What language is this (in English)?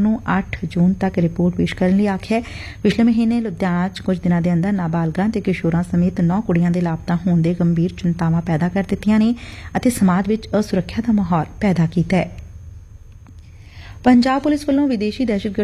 Punjabi